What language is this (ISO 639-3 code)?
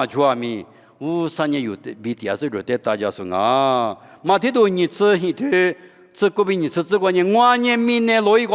lis